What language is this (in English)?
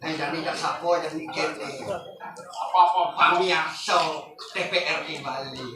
Balinese